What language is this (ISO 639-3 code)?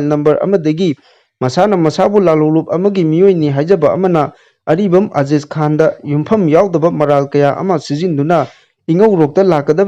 mni